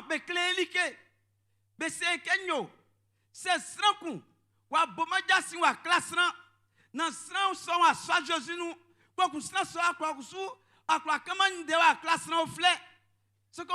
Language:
Baoulé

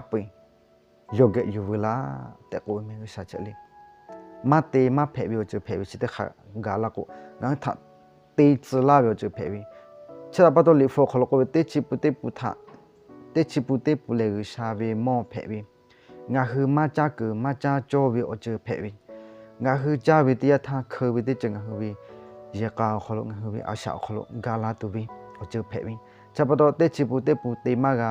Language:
Lahu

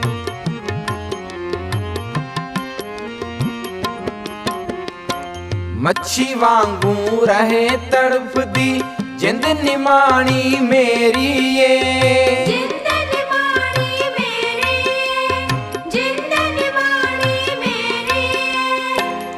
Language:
Punjabi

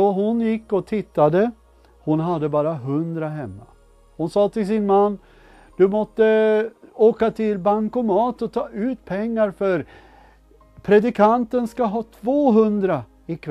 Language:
Swedish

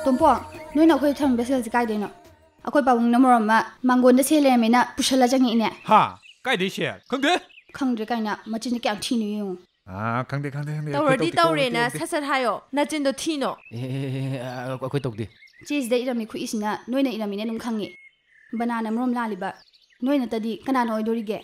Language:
Manipuri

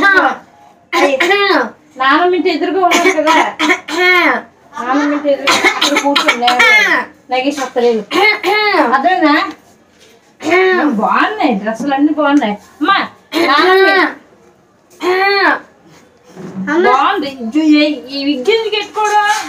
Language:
Telugu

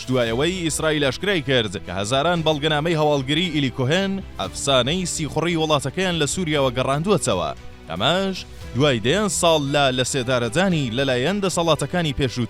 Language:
Central Kurdish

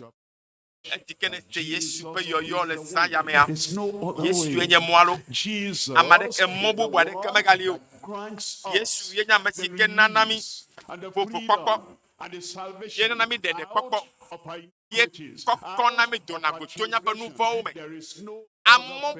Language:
Ewe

